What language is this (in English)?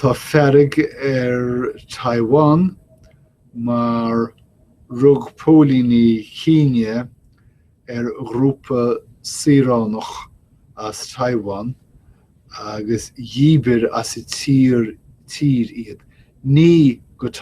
Irish